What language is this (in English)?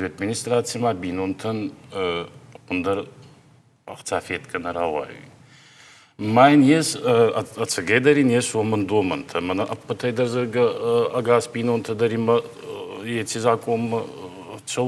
Ossetic